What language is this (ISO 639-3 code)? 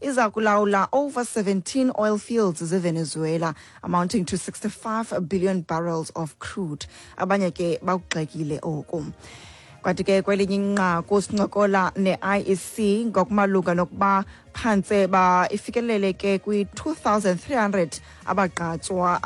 xho